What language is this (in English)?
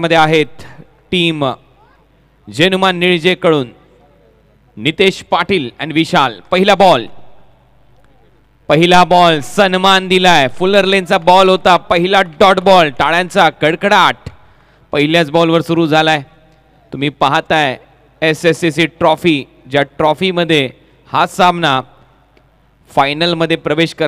Marathi